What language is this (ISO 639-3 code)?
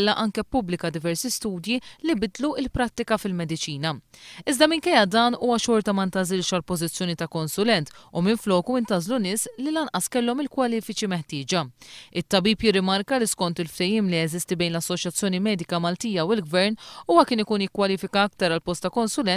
mlt